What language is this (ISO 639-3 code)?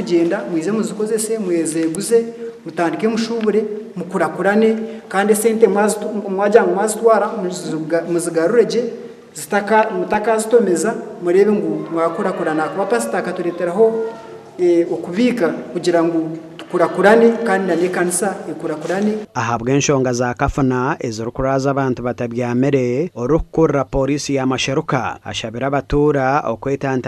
nyn